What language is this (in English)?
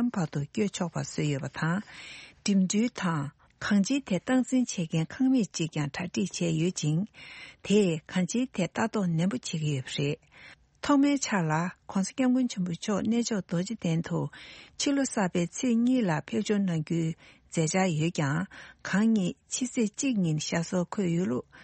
Tibetan